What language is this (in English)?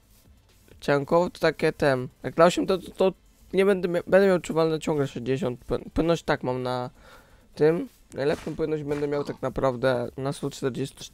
Polish